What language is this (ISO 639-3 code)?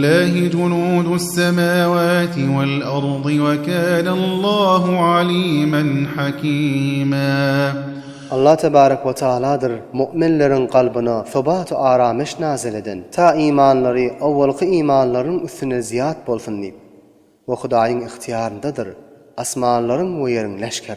tuk